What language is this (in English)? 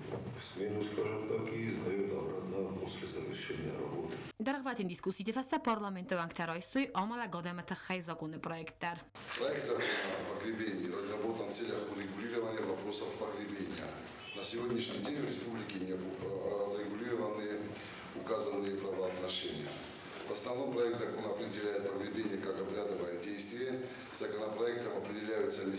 Ossetic